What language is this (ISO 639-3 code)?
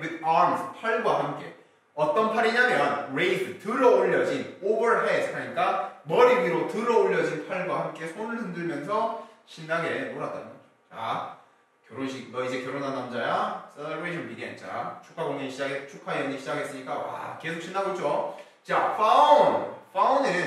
kor